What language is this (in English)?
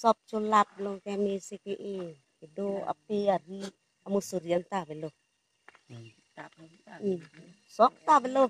Karbi